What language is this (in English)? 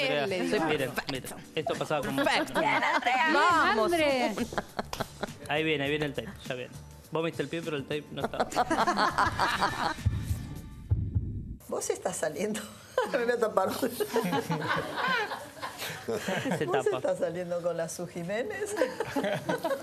Spanish